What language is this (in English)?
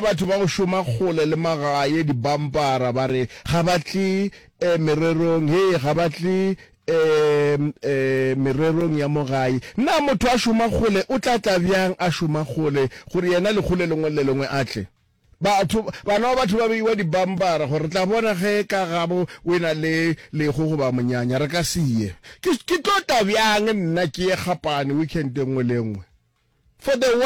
Northern Sotho